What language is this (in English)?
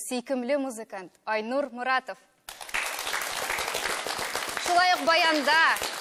Tatar